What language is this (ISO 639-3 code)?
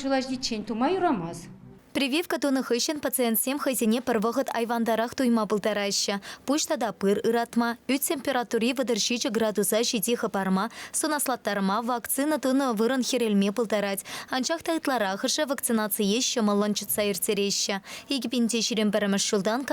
chv